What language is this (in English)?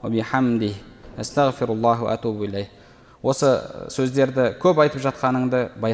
Kazakh